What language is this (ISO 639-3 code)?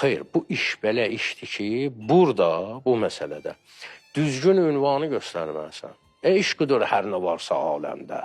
aze